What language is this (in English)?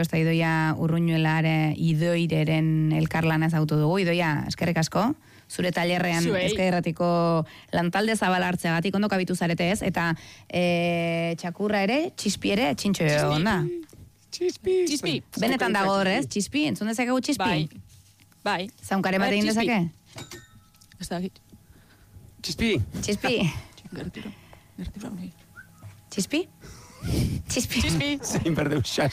Basque